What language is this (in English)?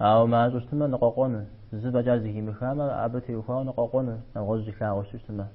Kabardian